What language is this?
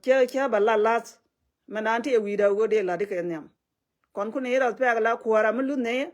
Nuer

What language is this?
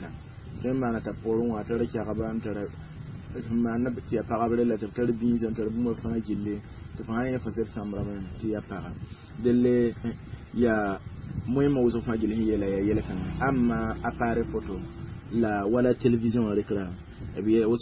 Mossi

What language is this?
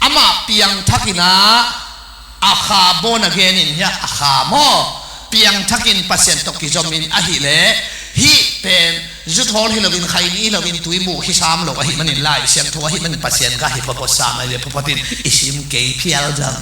Tedim Chin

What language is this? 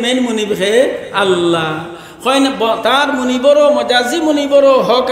Sylheti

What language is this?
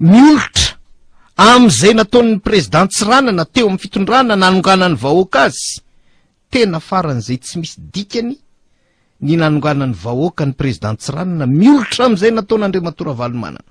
Malagasy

